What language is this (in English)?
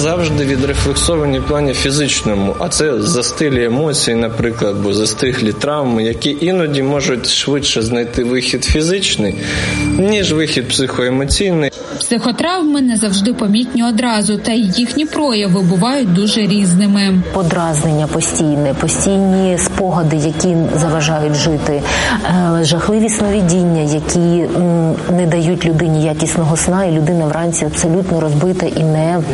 Ukrainian